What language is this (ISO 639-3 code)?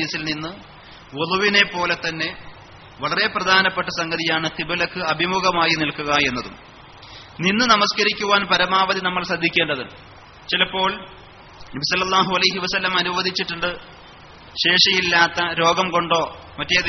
mal